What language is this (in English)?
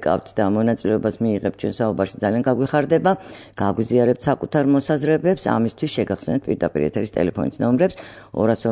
Georgian